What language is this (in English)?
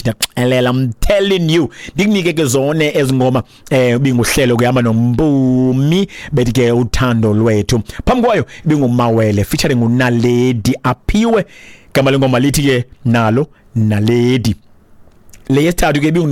Xhosa